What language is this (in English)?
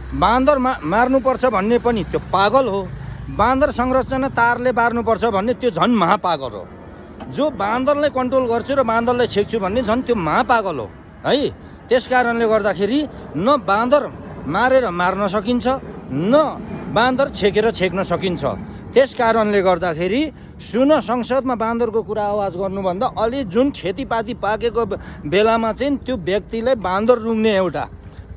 Nepali